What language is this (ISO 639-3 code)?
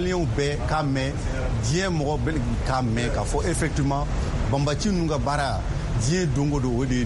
bam